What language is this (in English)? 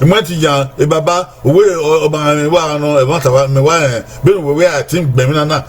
Bini